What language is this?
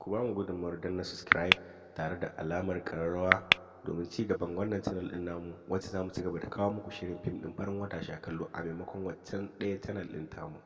Hausa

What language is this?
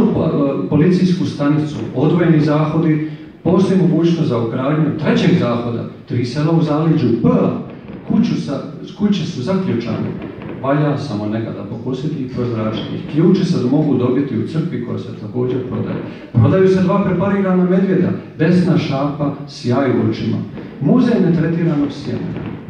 Croatian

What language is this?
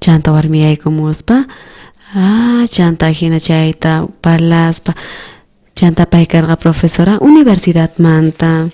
South Bolivian Quechua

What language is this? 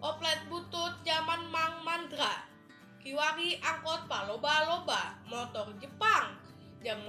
Sundanese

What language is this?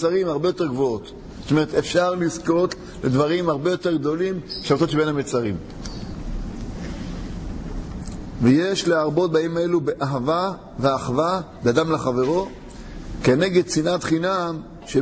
Hebrew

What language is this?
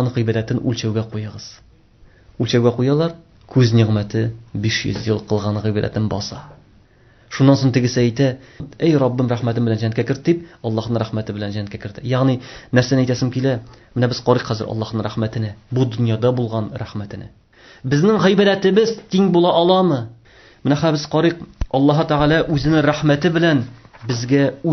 Tatar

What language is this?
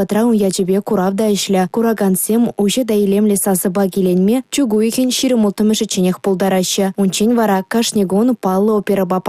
Chuvash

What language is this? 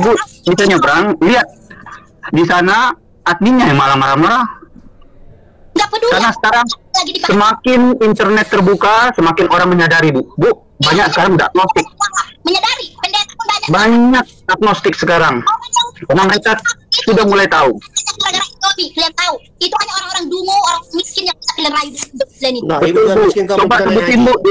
Indonesian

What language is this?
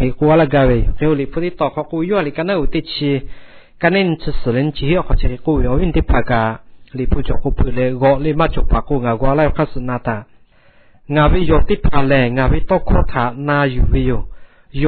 Lahu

